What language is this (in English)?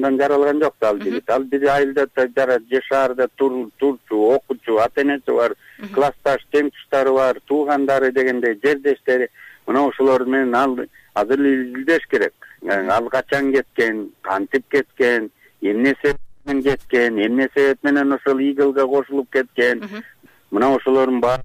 Kyrgyz